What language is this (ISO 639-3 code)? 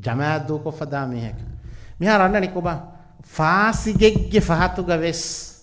div